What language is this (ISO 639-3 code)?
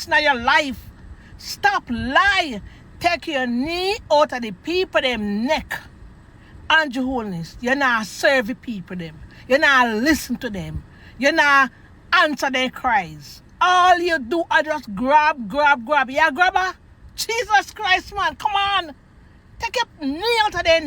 jam